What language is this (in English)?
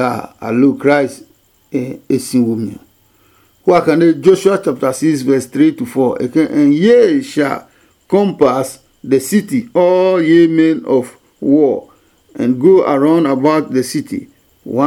Adangme